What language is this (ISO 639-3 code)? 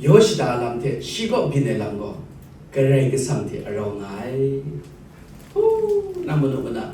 kac